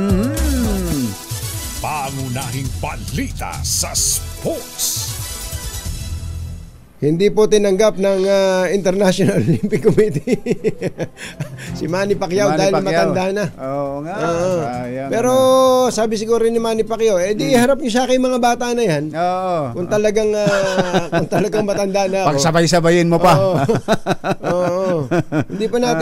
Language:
Filipino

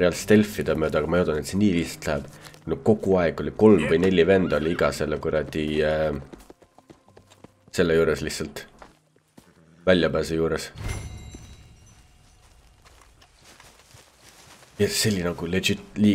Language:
Estonian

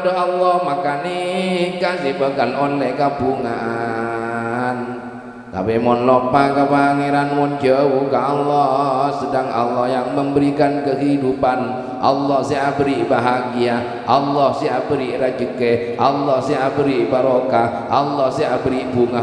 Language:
Madurese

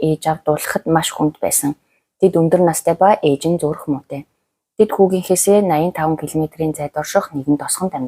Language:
Mongolian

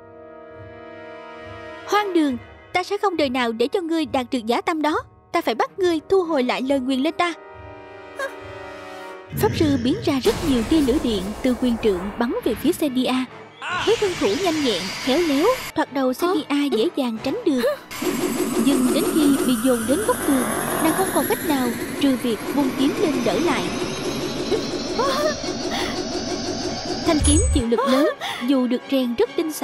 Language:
Vietnamese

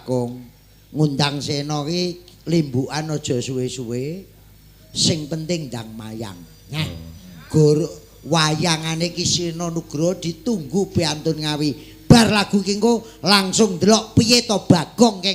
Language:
Javanese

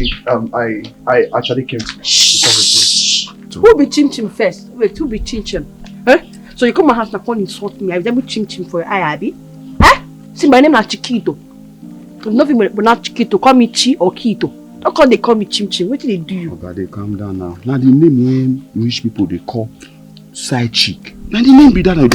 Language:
Nigerian Pidgin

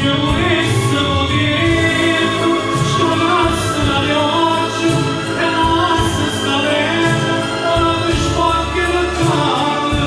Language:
Neapolitan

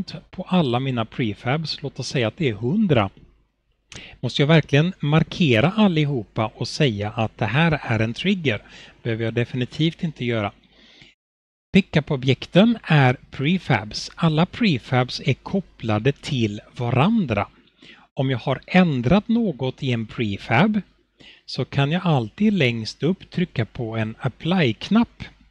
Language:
Swedish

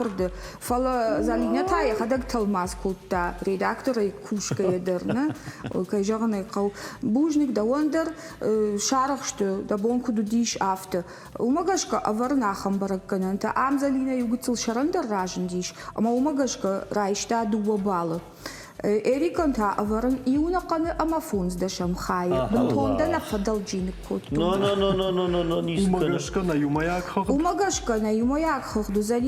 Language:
Ossetic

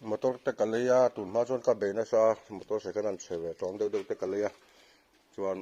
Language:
Mizo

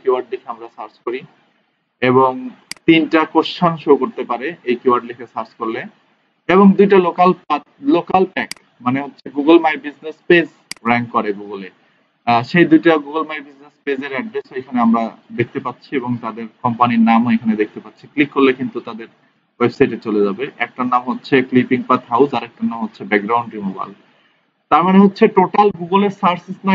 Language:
Bangla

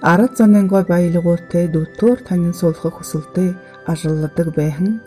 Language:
Buriat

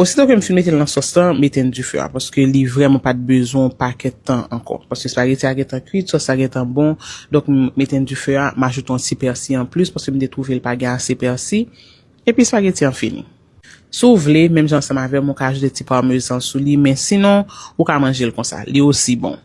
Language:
Haitian Creole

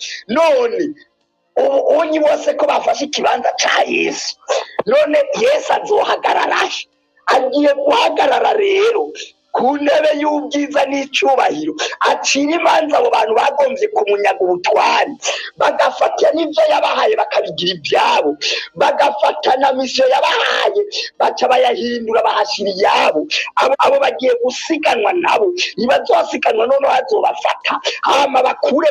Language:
Rundi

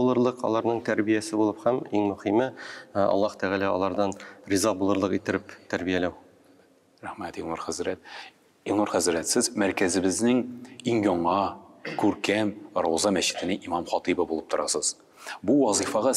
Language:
Tatar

